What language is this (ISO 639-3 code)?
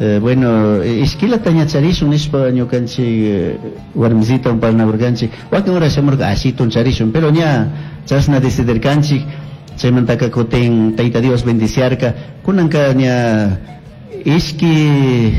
qug